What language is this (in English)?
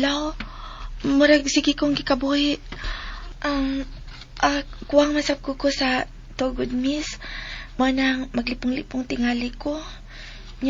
Cebuano